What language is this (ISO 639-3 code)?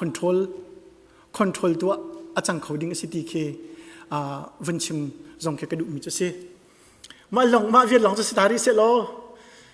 cnh